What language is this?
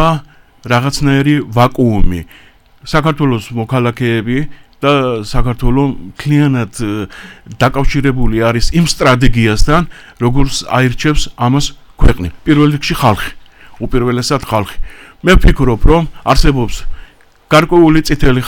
Georgian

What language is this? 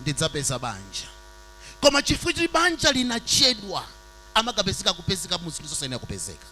Nyanja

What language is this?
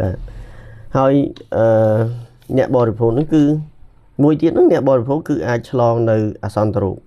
Khmer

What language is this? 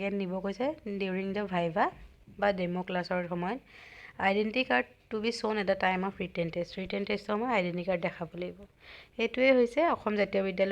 Assamese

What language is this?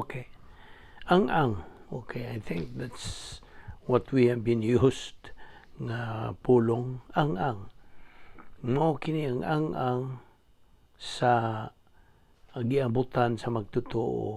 Cebuano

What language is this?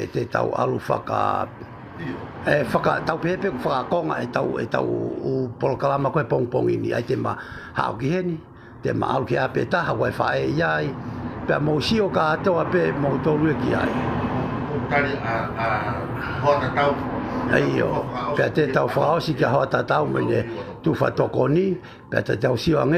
Tongan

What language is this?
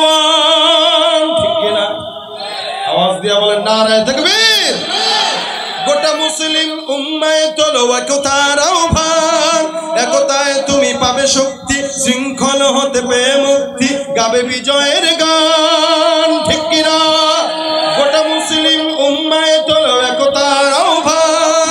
Bangla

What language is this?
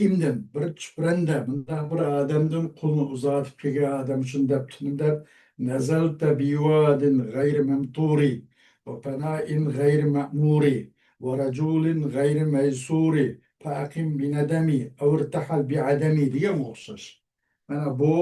Uyghur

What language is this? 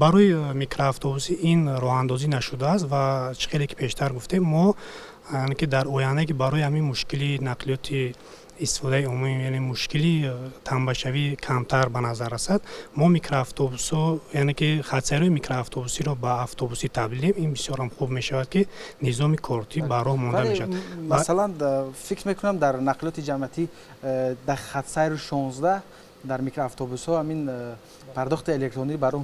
Tajik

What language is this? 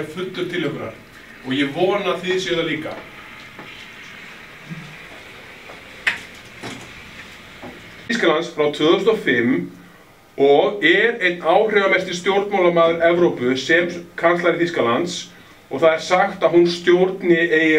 Icelandic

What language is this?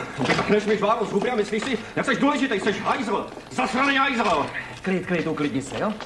Czech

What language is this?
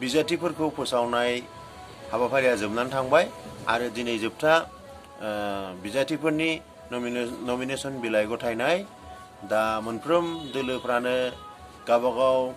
Bodo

